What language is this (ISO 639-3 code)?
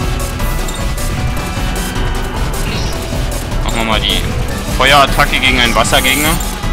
deu